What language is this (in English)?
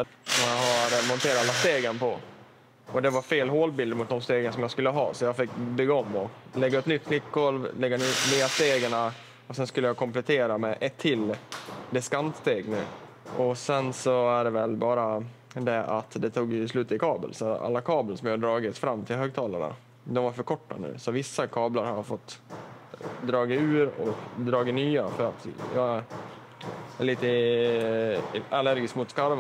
Swedish